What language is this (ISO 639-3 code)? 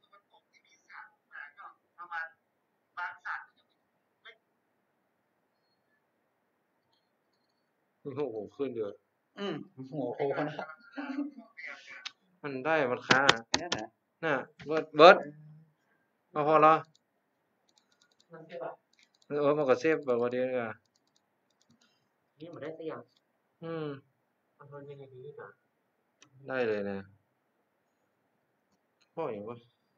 tha